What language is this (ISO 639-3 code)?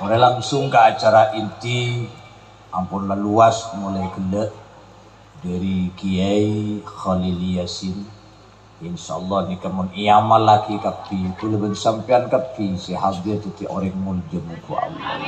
mad